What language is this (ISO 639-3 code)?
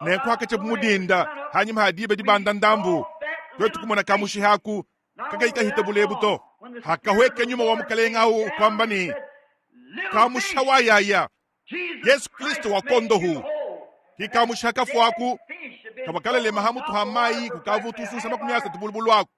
lua